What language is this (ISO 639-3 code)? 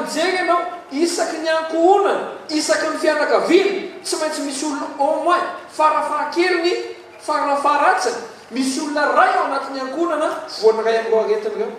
mlg